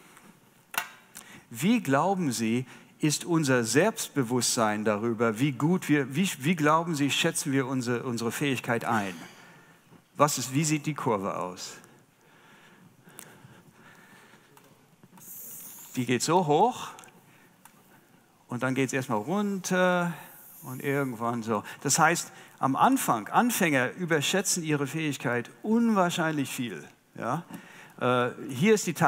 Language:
German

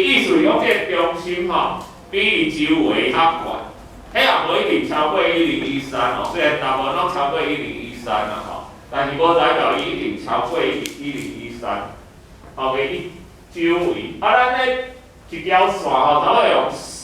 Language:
Min Nan Chinese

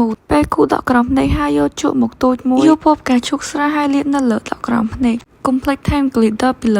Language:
Khmer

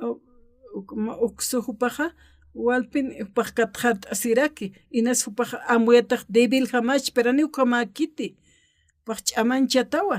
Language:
Aymara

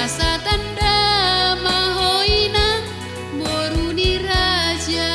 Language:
Batak Toba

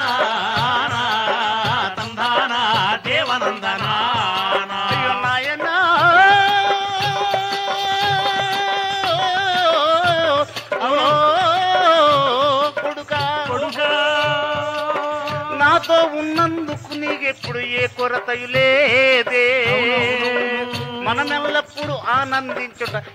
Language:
Telugu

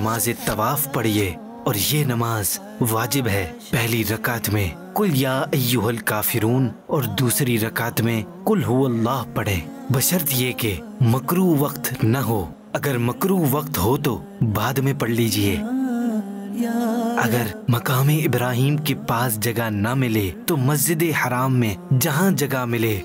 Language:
Urdu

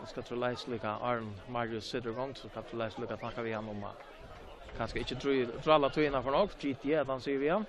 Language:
Faroese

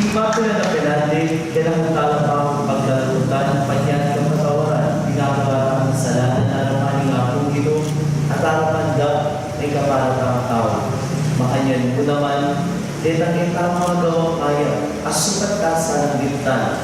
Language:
Pampanga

